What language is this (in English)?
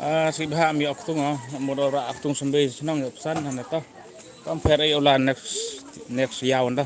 Khasi